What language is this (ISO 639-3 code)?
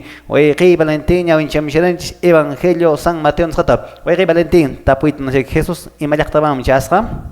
que